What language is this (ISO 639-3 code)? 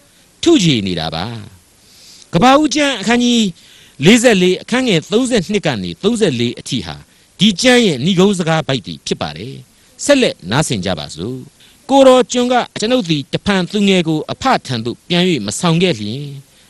mya